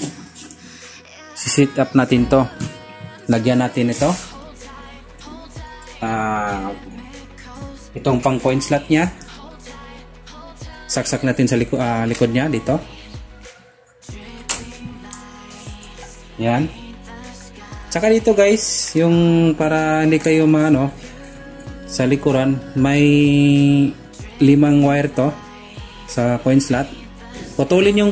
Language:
Filipino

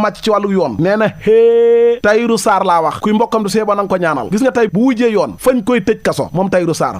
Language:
Wolof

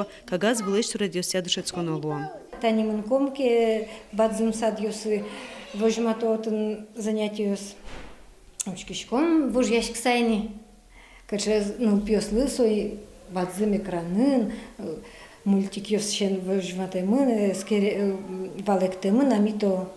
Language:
Udmurt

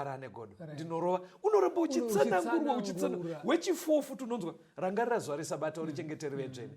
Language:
Shona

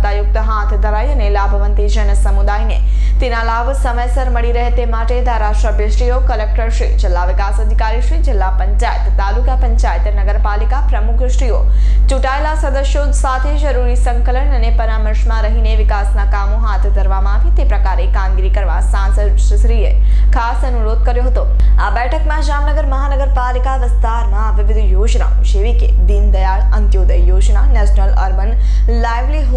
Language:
Gujarati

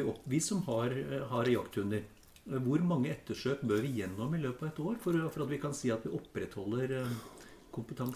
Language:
Norwegian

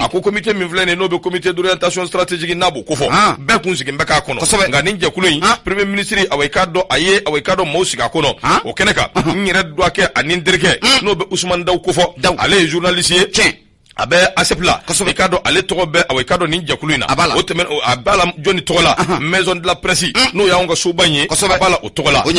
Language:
Bambara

